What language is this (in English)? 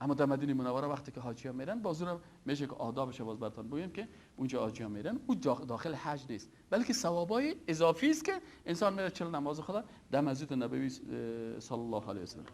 Persian